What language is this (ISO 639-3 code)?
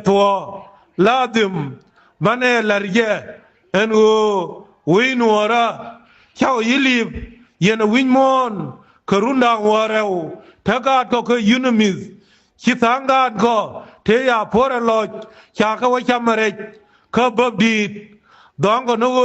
nus